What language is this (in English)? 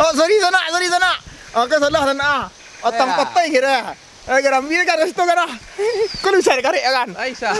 Minangkabau